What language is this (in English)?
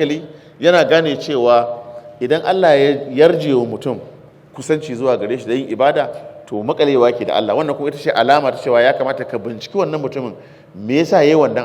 Hausa